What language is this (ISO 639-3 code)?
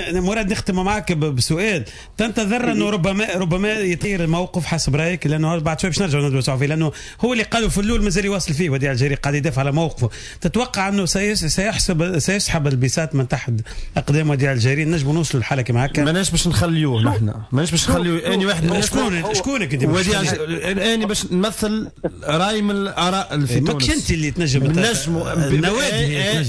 aeb